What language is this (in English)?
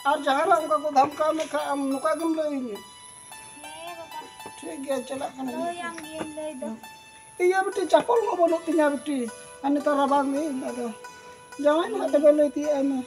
Santali